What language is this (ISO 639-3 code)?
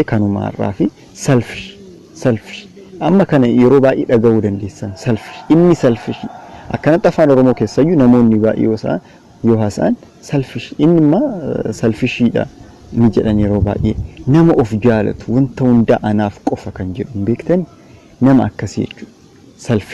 orm